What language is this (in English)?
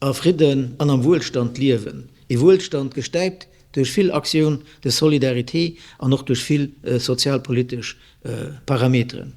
Luxembourgish